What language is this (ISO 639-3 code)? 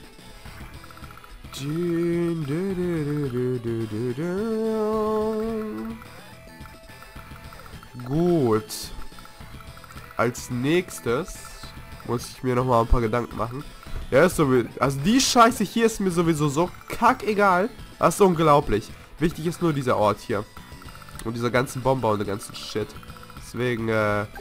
deu